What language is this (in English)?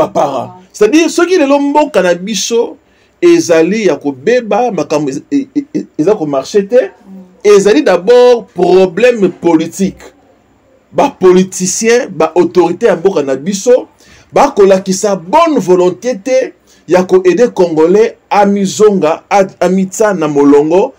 Lingala